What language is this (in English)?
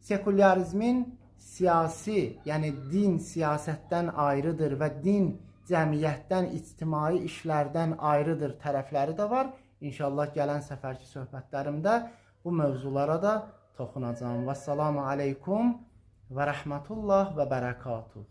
Azerbaijani